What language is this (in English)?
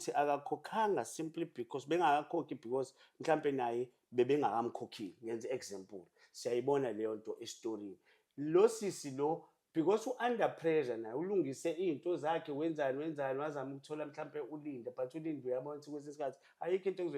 Zulu